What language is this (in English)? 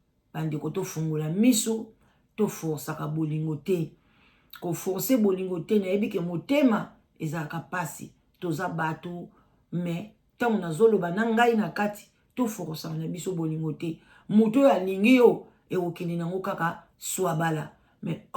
Lingala